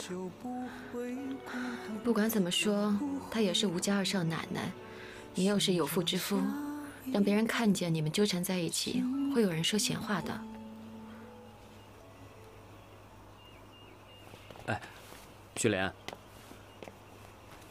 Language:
Chinese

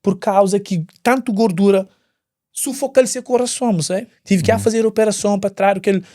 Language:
Kabuverdianu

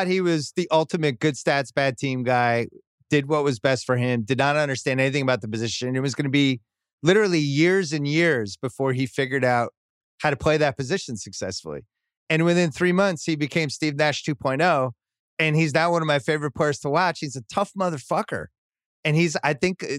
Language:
English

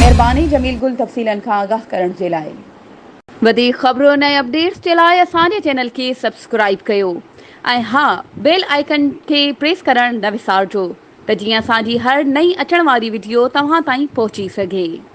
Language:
Sindhi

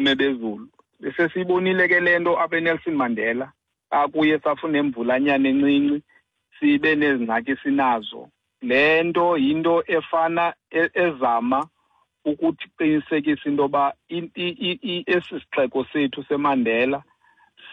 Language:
Xhosa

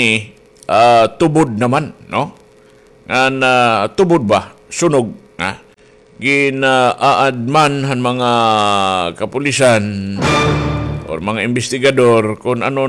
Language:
Waray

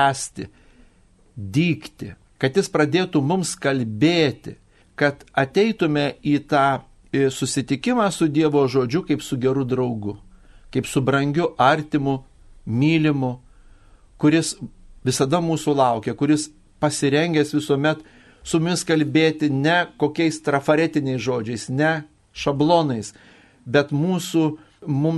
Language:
Lithuanian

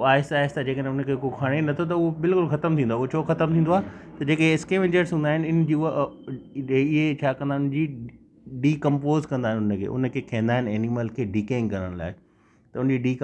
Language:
Sindhi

